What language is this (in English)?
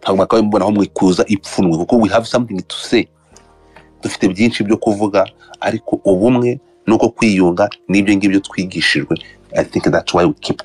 Kinyarwanda